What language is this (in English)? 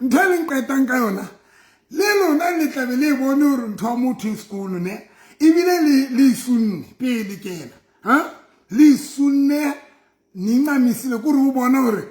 Southern Sotho